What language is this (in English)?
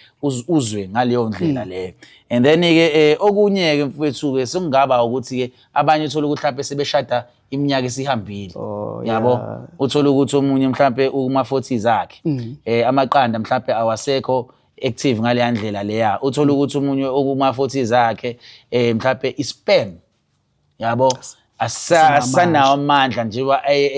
Zulu